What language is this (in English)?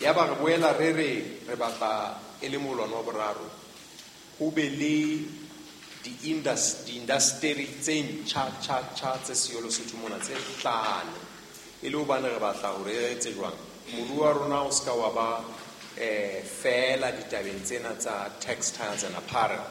Southern Sotho